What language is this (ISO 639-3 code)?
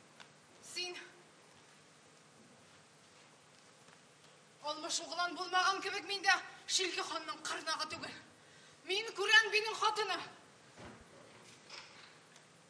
tat